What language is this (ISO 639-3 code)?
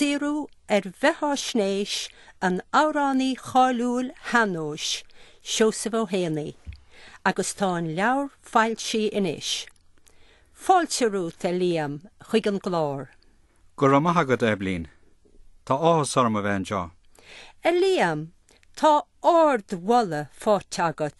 gle